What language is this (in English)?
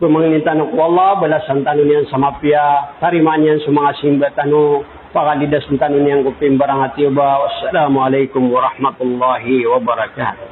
Maranao